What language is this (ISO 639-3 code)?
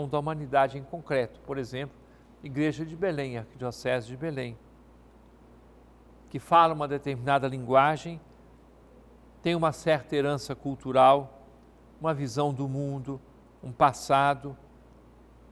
por